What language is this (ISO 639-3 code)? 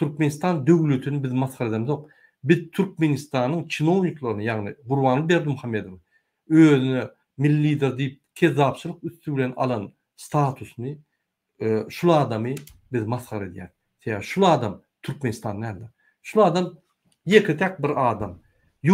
tuk